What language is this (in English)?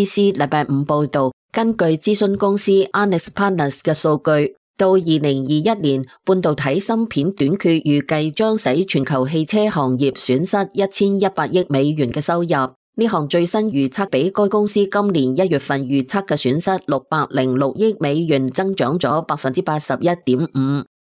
Cantonese